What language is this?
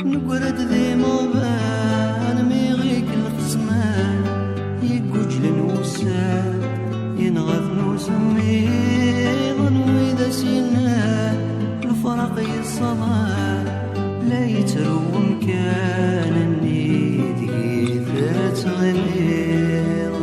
Kabyle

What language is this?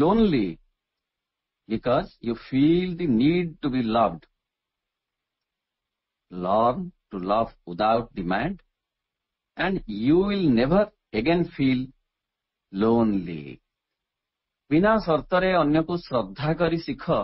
Odia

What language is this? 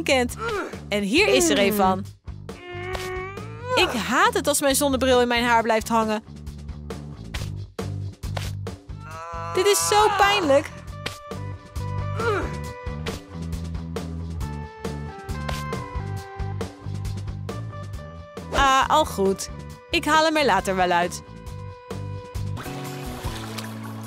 Dutch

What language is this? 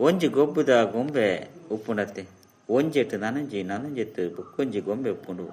Tulu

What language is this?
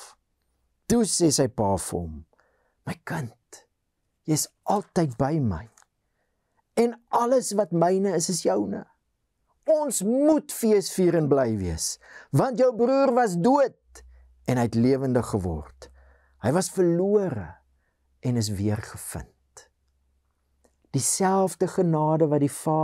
Afrikaans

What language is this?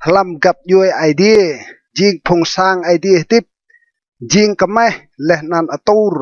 Rade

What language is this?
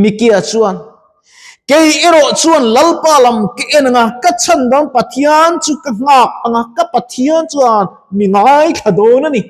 Mizo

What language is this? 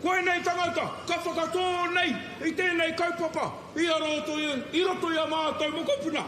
Māori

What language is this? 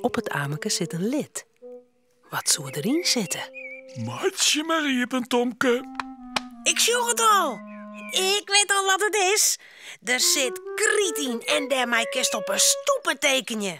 Western Frisian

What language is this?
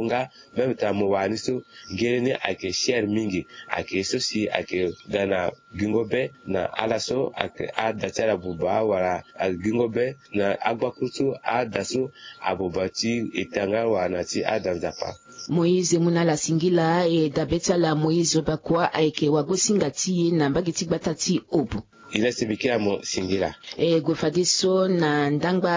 Sango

